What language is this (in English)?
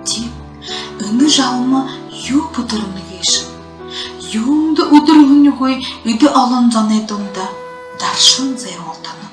Buriat